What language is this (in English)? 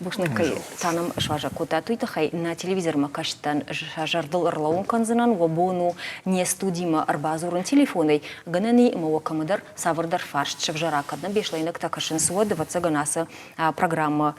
Ossetic